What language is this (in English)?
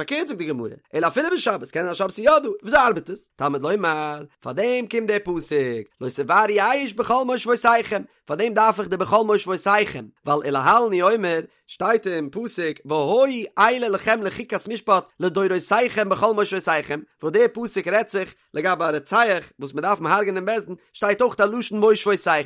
Yiddish